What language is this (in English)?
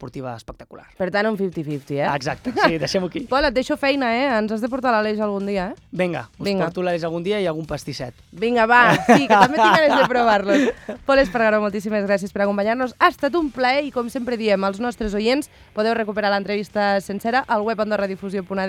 Catalan